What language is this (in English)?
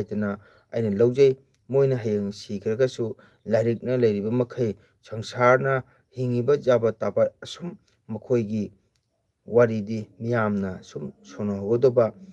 Manipuri